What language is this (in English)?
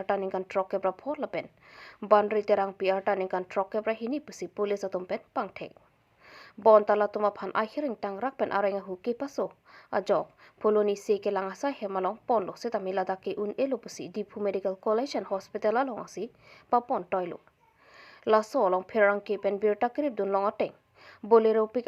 Karbi